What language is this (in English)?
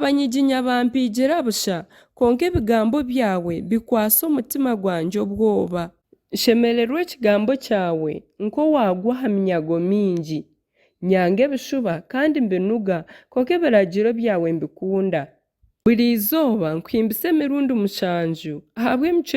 Nyankole